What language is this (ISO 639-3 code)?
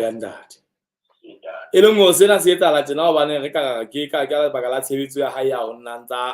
sot